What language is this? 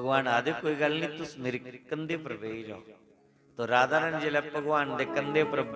Dogri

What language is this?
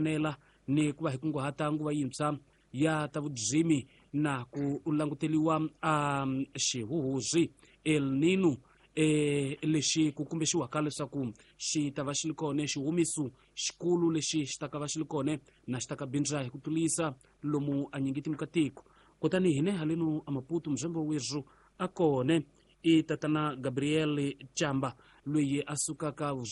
Tsonga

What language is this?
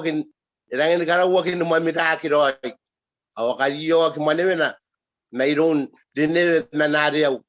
Gilbertese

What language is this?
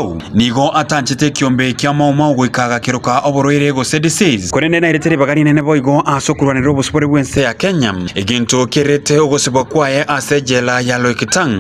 Gusii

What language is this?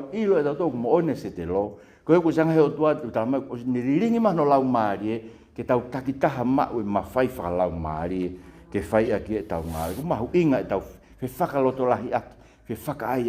Tongan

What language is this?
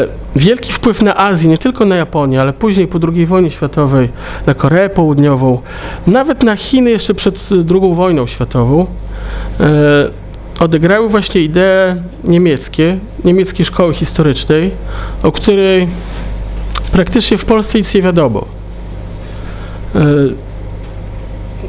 Polish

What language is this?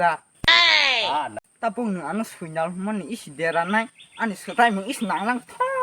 Kok Borok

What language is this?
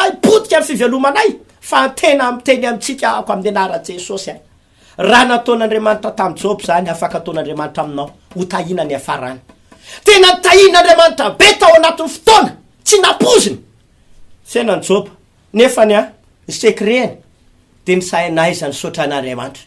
Malagasy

